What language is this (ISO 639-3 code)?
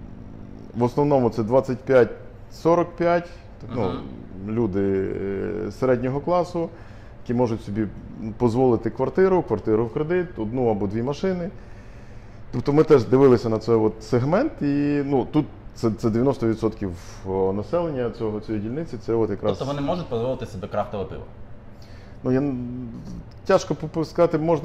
ukr